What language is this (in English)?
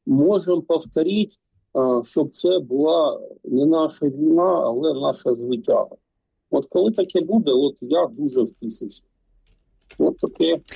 Ukrainian